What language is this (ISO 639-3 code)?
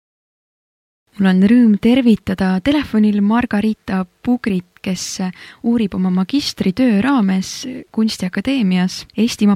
est